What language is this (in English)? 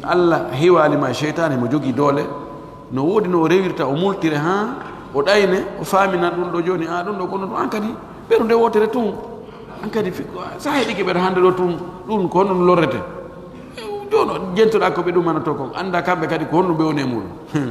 Pular